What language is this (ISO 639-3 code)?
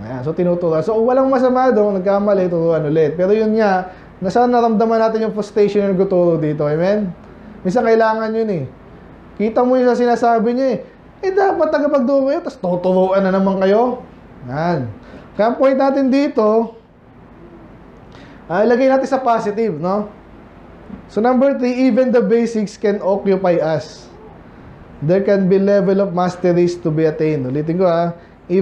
fil